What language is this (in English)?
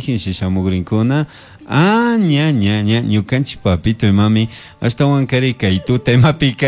Chimborazo Highland Quichua